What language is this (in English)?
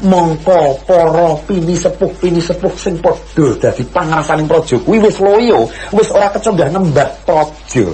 Javanese